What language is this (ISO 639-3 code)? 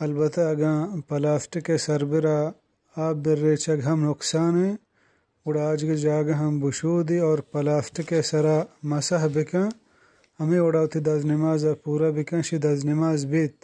bgp